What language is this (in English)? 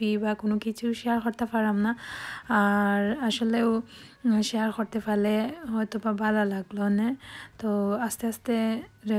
Sylheti